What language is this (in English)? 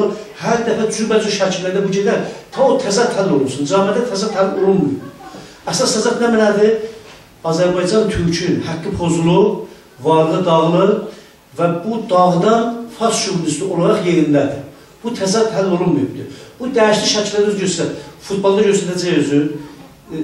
South Azerbaijani